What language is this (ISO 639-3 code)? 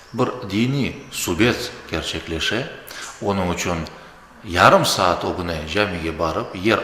crh